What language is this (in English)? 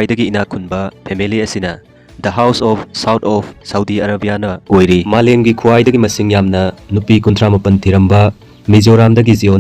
Manipuri